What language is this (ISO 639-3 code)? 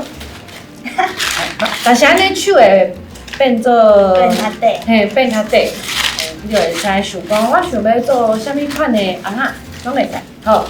nan